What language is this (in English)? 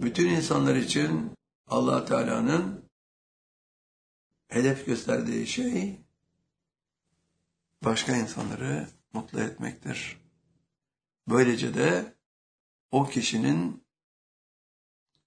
Turkish